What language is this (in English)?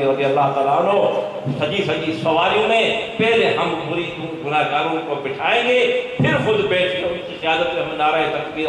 Urdu